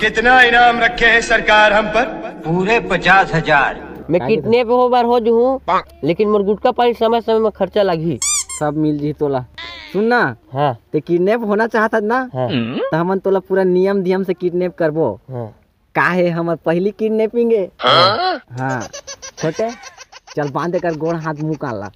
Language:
Chhattisgarhi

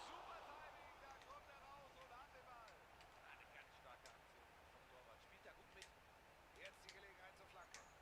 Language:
Bavarian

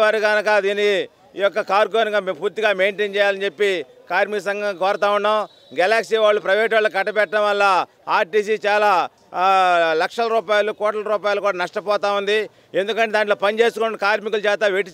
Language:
Telugu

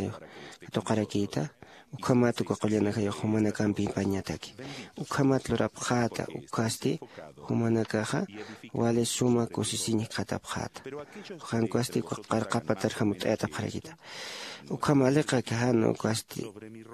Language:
Aymara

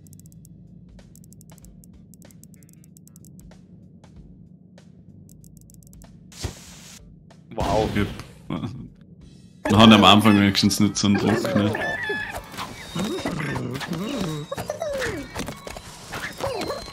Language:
German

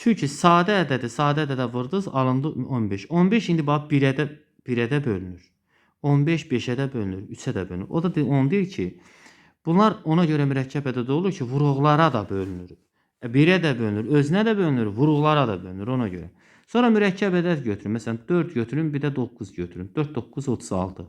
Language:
Azerbaijani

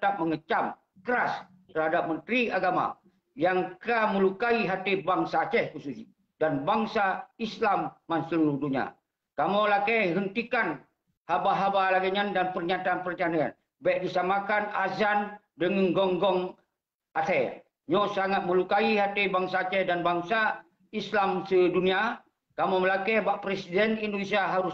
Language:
Achinese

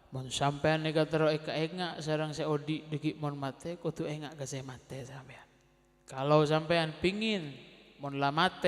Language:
Madurese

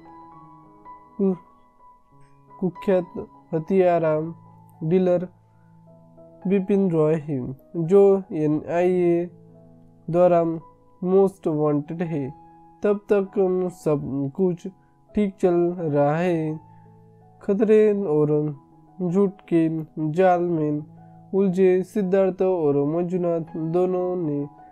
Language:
Hindi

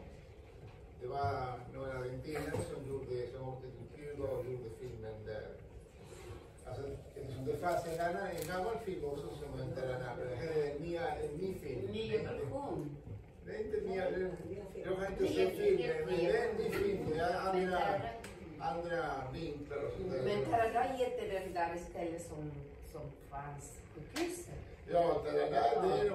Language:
Swedish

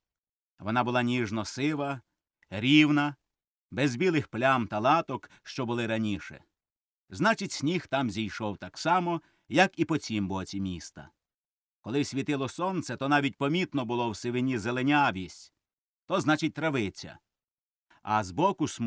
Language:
Ukrainian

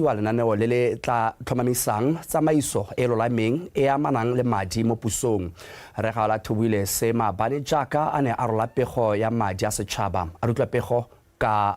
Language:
Tswana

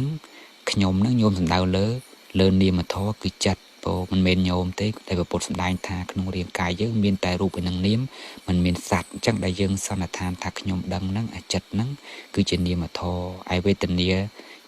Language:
Khmer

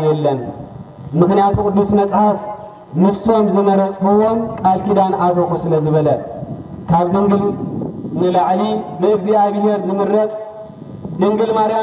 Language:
Tigrinya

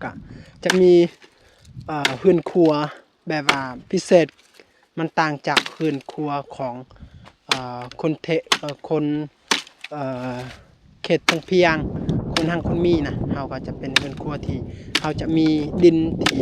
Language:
Lao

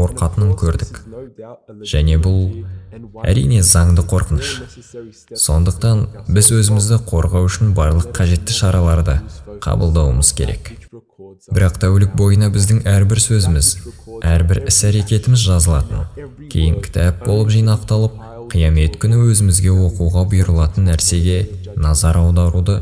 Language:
Kazakh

